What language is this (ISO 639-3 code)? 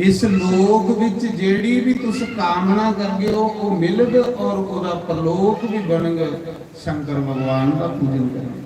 doi